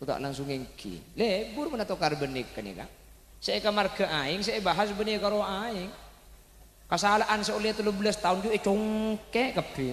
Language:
Madurese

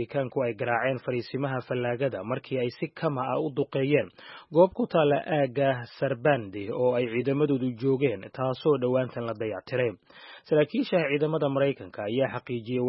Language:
Somali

